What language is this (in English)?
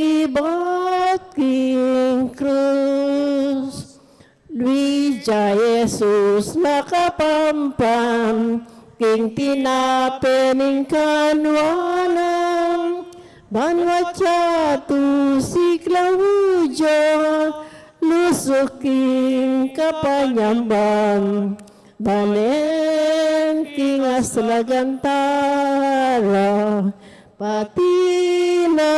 Pampanga